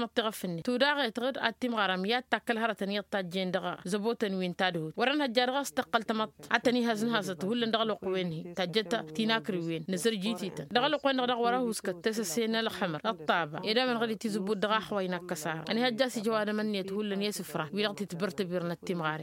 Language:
Tamasheq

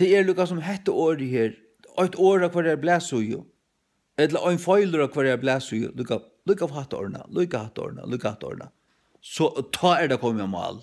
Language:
Faroese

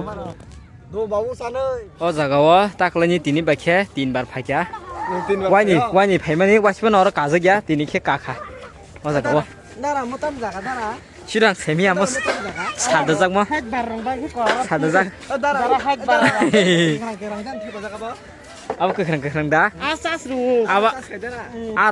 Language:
Kok Borok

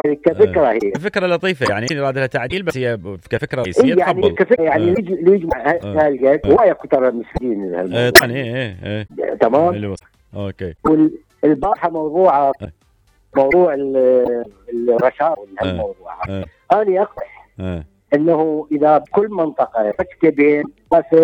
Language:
Mesopotamian Arabic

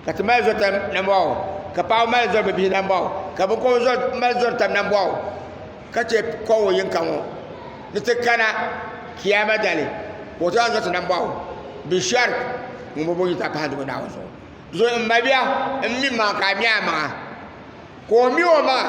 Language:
Dagbani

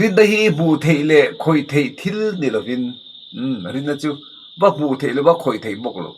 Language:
Mizo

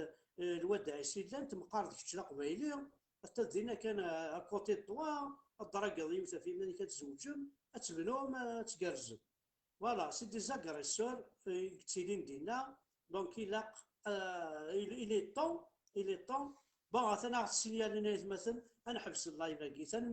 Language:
Kabyle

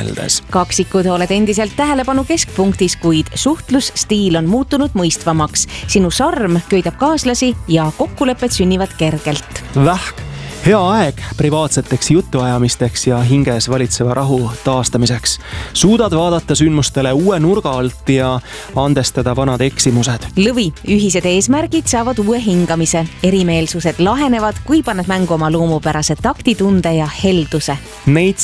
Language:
Estonian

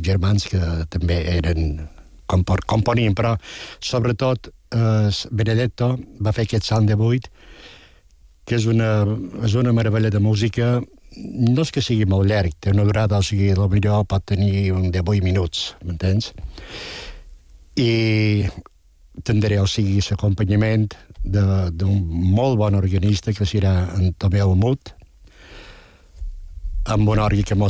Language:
Catalan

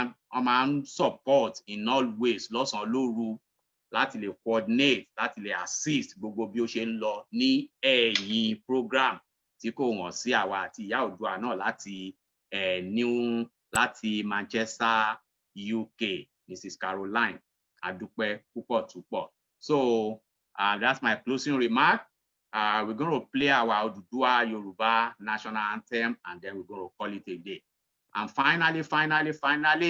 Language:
Yoruba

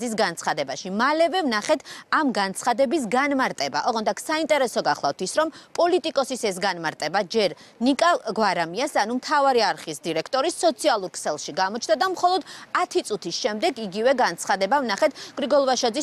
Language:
Georgian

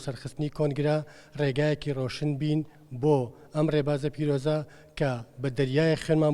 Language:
Central Kurdish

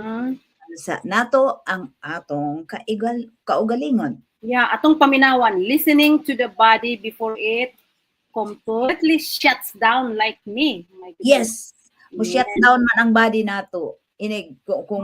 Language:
Cebuano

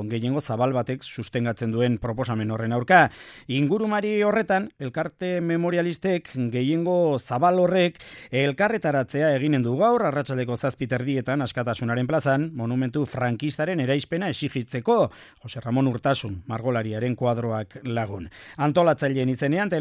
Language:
Basque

